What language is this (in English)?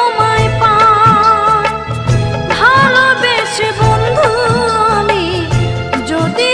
Bangla